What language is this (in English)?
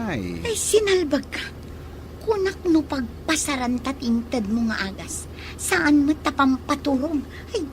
Iloko